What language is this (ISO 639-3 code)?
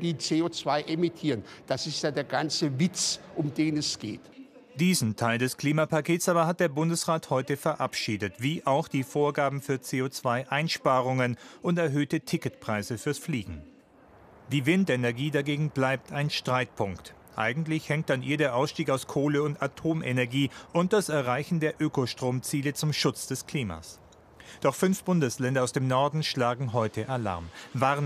deu